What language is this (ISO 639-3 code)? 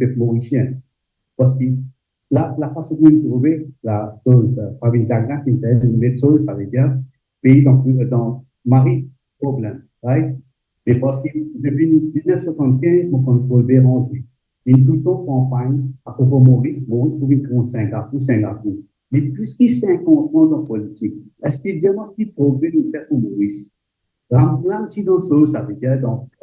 mfe